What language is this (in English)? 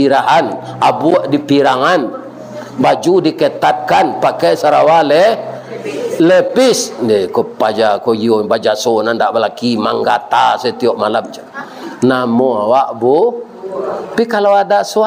Minangkabau